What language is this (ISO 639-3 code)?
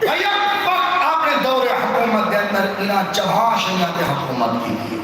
skr